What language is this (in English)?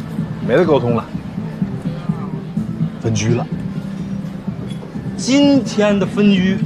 Chinese